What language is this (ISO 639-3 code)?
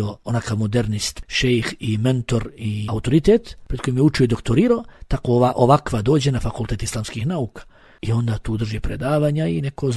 bos